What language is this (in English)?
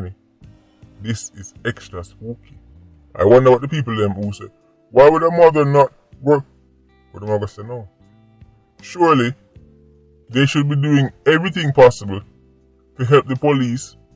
Jamaican Creole English